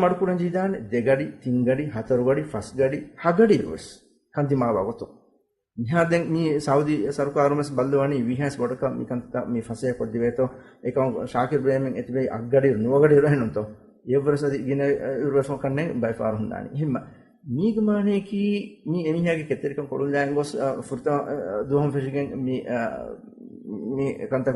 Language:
Divehi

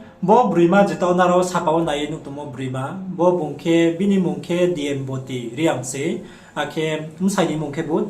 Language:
Riang (India)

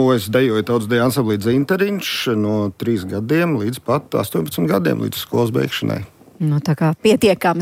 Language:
Latvian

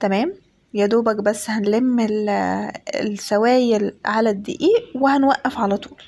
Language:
Egyptian Arabic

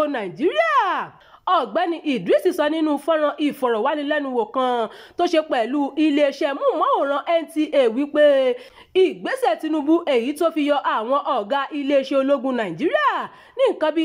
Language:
Yoruba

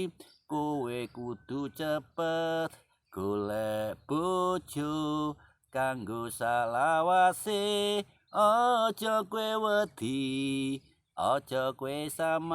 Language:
Javanese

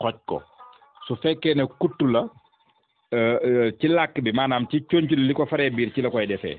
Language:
Wolof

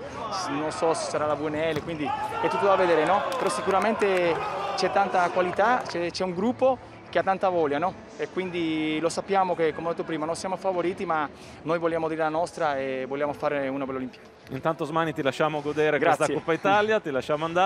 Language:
Italian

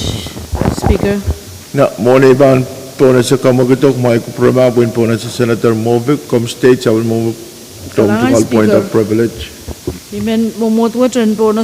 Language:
Pohnpeian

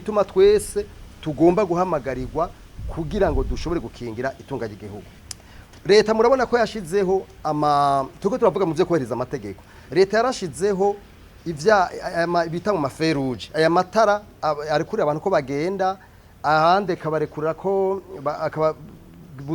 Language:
Rundi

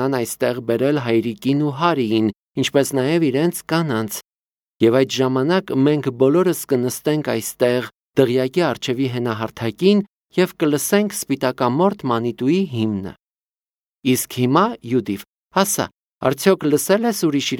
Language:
Armenian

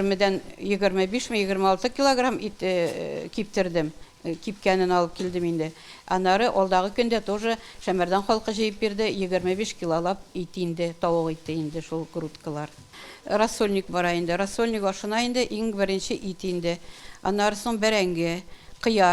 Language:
Tatar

